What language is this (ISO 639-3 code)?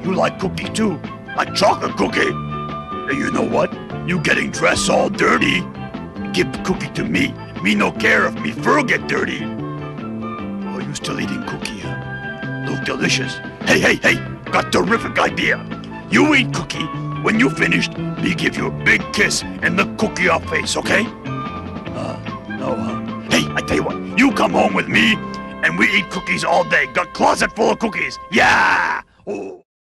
eng